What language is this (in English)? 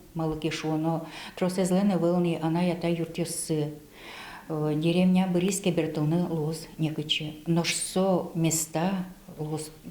Udmurt